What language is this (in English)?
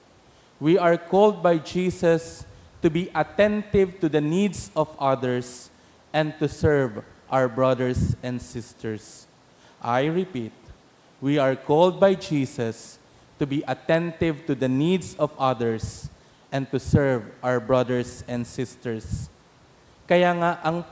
Bikol